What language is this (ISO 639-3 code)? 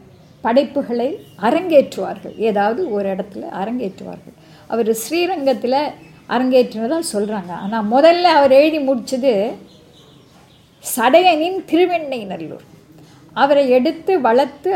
tam